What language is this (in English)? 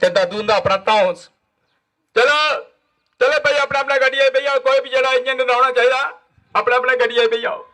Dogri